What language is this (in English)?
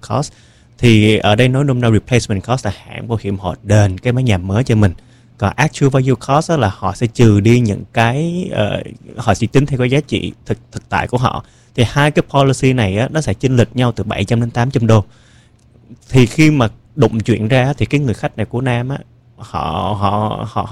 Vietnamese